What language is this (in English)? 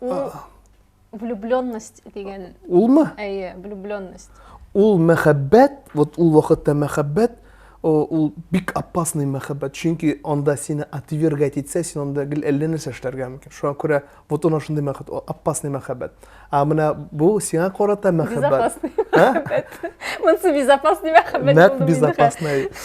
Tatar